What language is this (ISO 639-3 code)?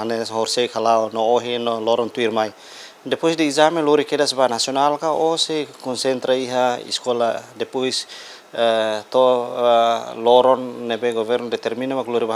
tet